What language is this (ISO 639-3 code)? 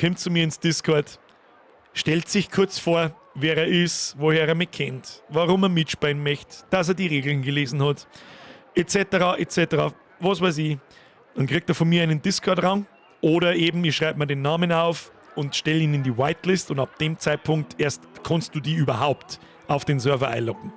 bar